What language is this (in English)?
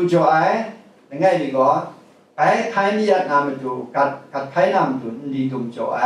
Kachin